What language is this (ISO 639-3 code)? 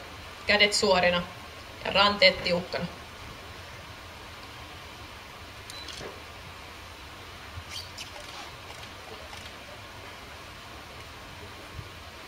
fin